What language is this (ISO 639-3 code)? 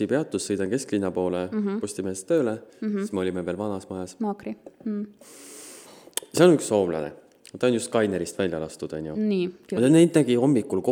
est